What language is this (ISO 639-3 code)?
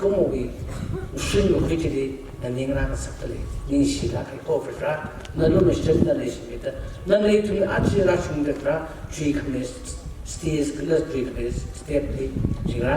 nmf